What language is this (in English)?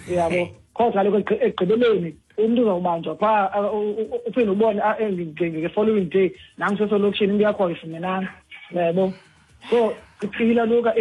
Xhosa